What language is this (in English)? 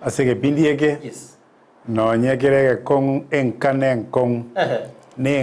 Gusii